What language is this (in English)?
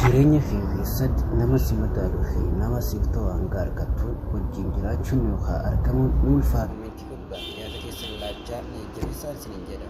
Oromo